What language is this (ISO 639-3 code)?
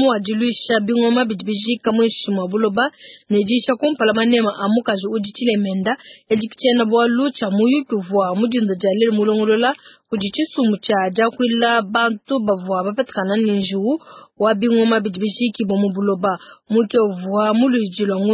lua